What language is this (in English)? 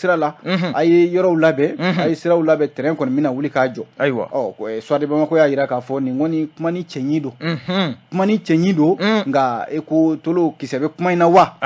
Bambara